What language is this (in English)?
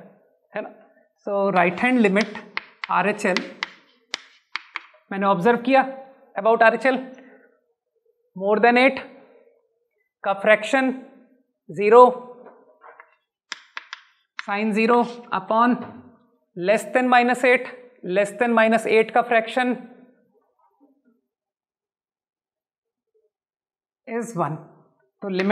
Hindi